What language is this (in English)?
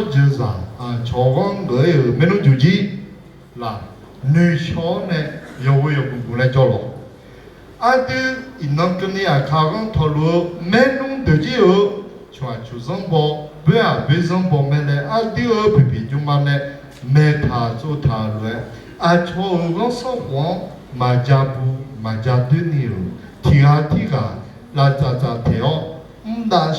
Akha